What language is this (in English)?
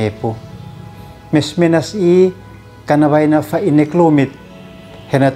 Uab Meto